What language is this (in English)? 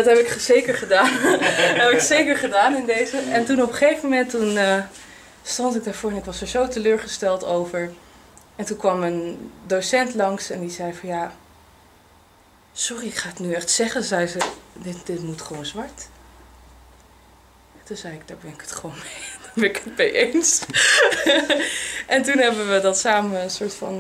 Dutch